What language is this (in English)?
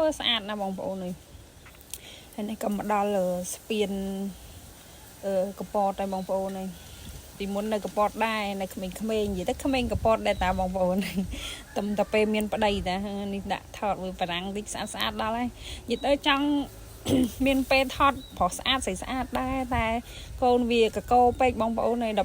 Khmer